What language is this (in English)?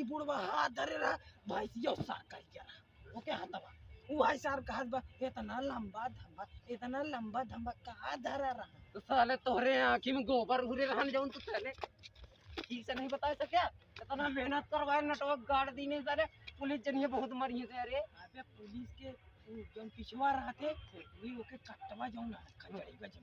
Awadhi